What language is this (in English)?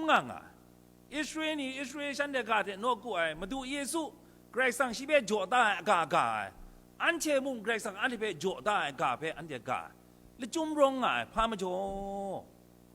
Kachin